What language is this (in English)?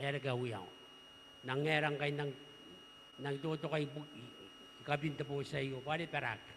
Gilbertese